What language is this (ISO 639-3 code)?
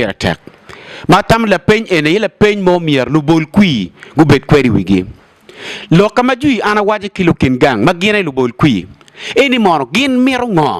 ach